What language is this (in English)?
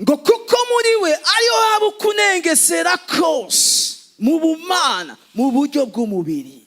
Rundi